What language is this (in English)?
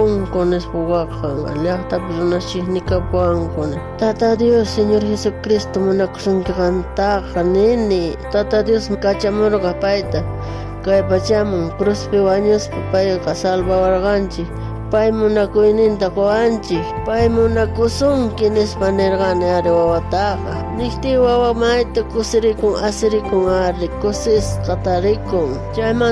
South Bolivian Quechua